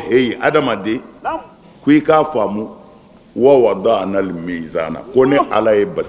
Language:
Bambara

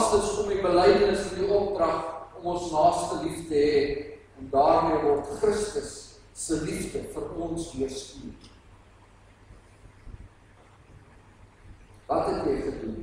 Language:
Afrikaans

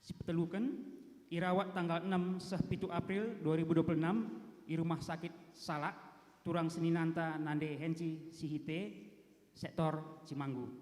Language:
Batak Karo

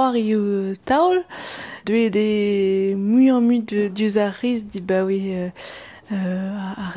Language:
Breton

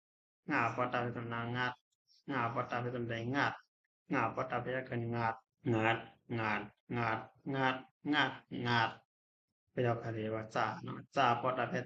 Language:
Shan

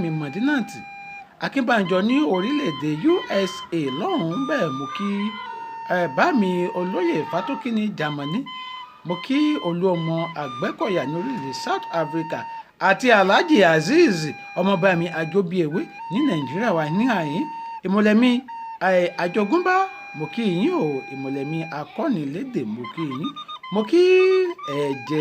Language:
Yoruba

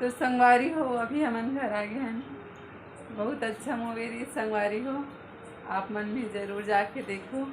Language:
Chhattisgarhi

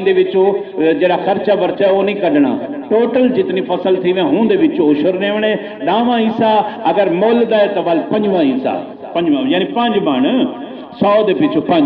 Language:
Saraiki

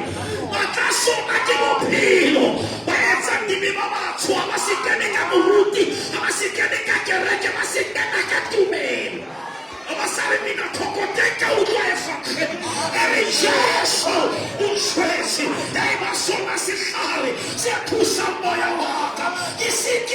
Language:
Southern Sotho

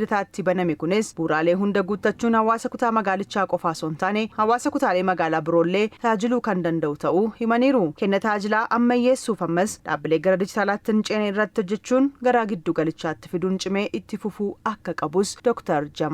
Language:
Oromo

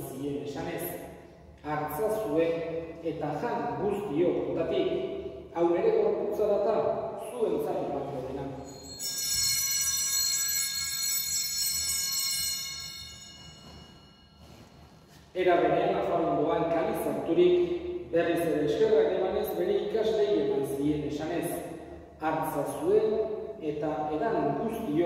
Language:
Basque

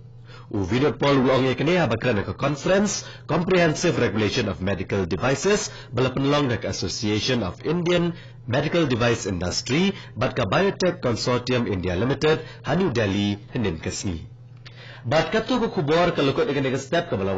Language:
Khasi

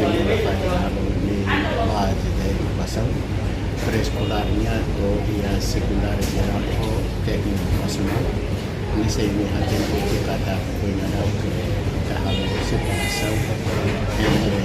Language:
Tetum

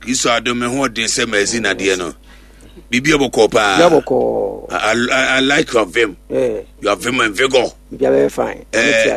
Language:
Akan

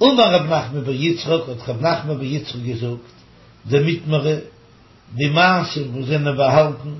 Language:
Yiddish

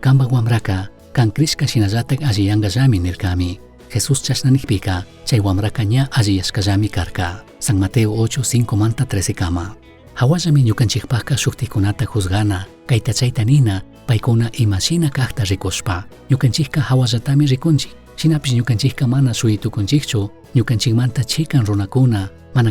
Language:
Chimborazo Highland Quichua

